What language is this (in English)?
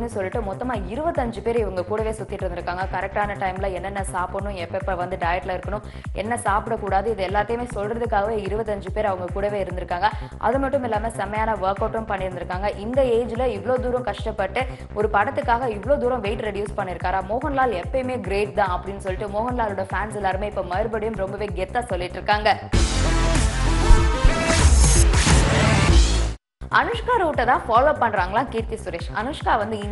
Tamil